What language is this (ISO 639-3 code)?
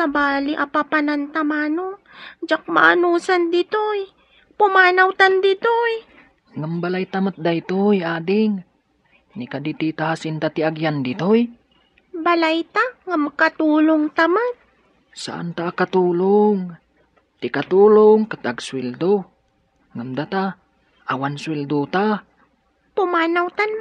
ilo